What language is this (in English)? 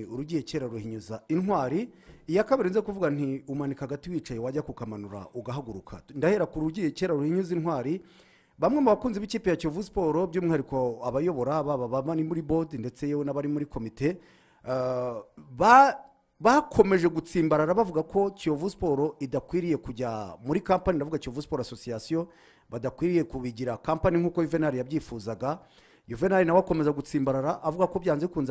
Kinyarwanda